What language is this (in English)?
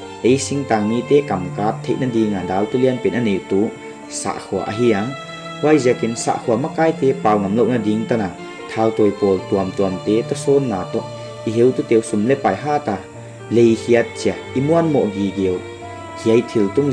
Paite Chin